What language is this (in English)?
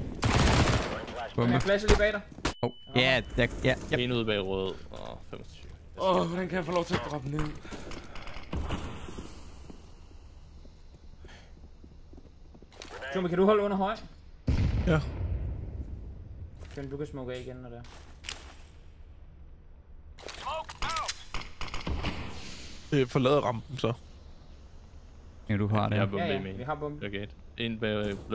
Danish